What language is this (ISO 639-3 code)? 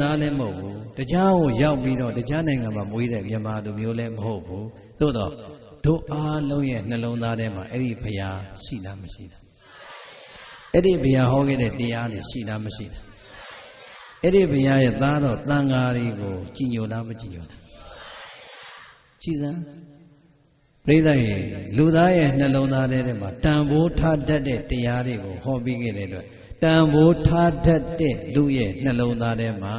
mya